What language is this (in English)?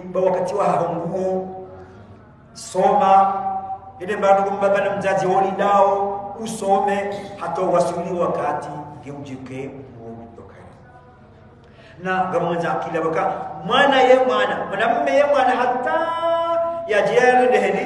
Swahili